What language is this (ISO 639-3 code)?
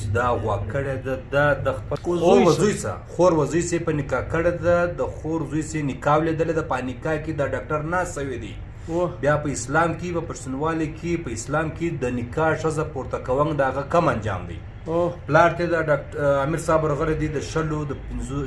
pus